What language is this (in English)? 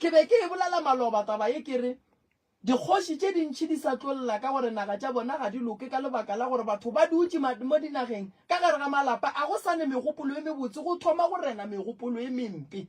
Northern Sotho